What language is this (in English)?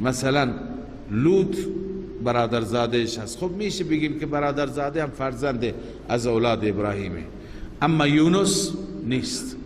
Persian